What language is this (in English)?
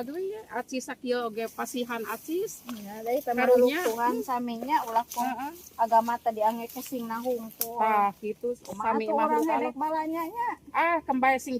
Sundanese